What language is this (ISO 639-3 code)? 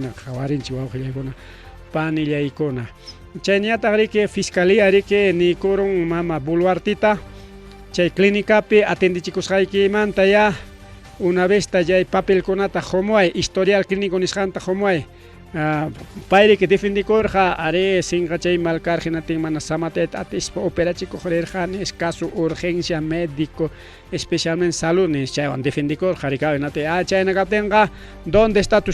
quy